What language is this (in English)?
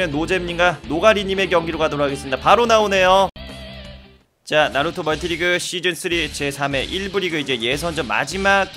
Korean